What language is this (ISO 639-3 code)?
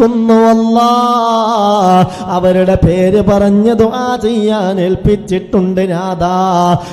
mal